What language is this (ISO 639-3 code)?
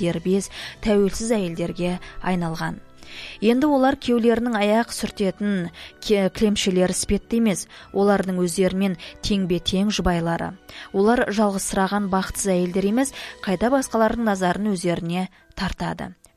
kaz